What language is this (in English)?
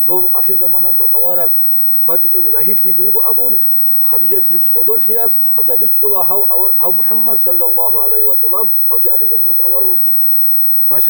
Avaric